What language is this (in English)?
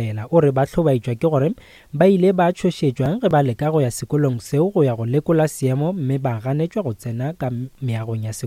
Northern Sotho